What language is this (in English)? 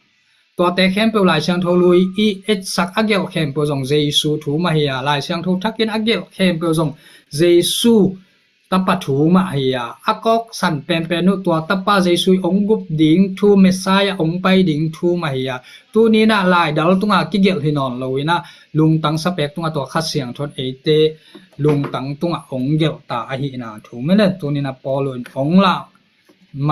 Tedim Chin